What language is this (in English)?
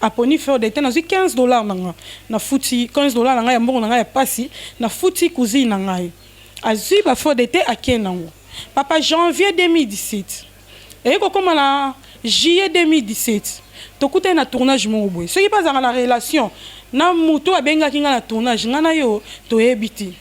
Lingala